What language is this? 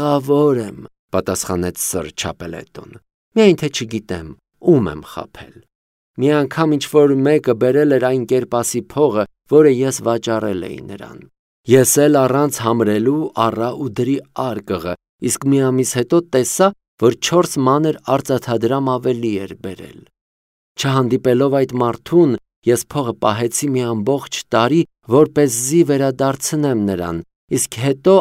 Armenian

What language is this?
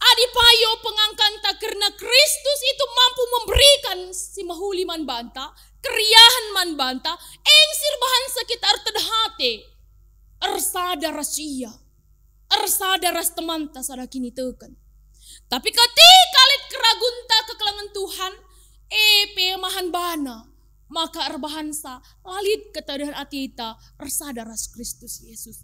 Batak Karo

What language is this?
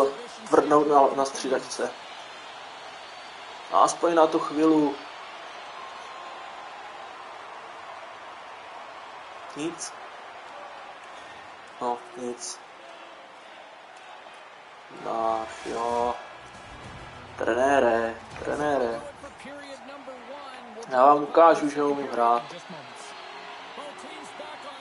Czech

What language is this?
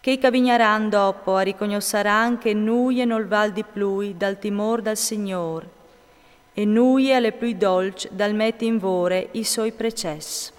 Friulian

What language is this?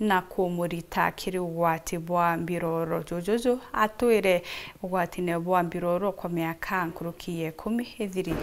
Meru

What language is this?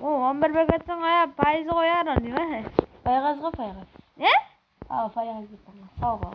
Kara-Kalpak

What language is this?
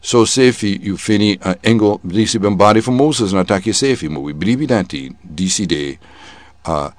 Sranan Tongo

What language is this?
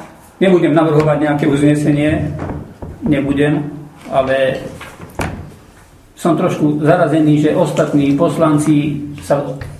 Slovak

